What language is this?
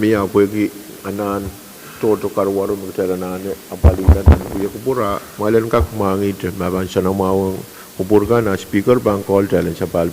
Pohnpeian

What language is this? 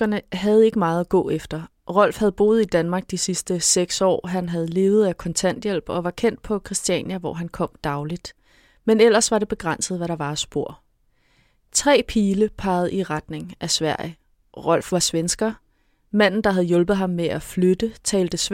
Danish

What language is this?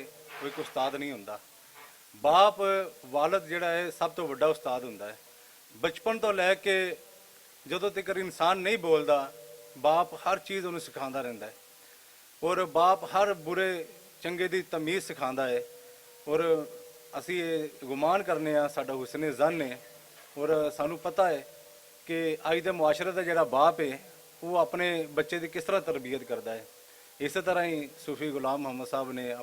Western Panjabi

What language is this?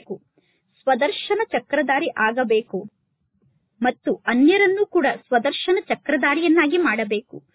Kannada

